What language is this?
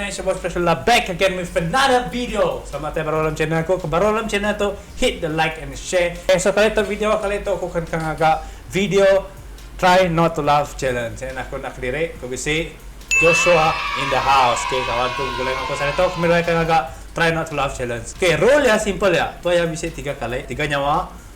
Iban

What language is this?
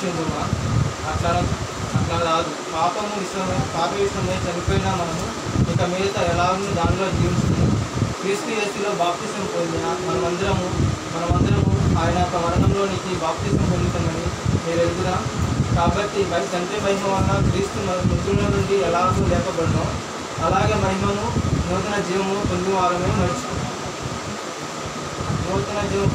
Telugu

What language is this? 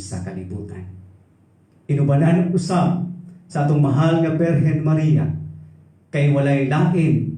Cebuano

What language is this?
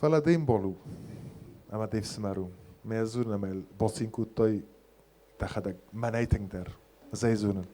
Ossetic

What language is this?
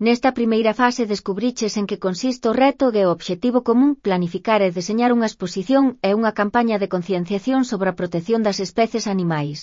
Galician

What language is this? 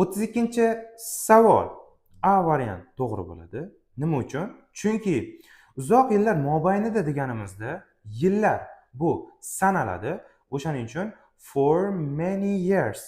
Uzbek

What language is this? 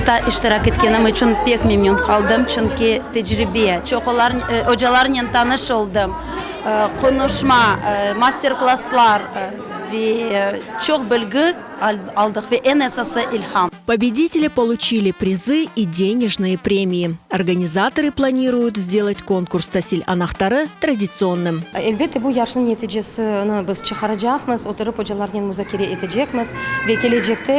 Crimean Tatar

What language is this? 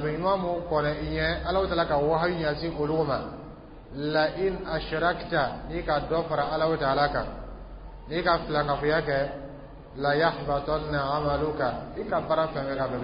Dyula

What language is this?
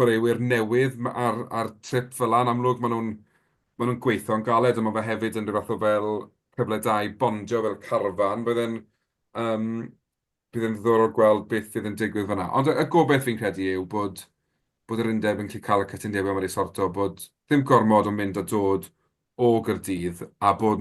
Welsh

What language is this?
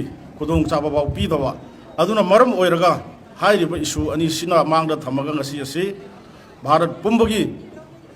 Manipuri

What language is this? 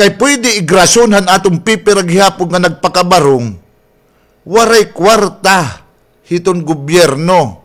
Waray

